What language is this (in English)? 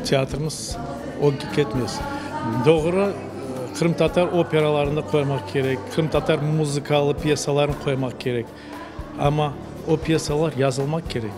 Crimean Tatar